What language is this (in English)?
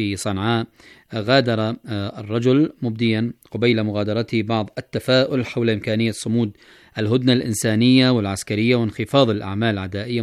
Arabic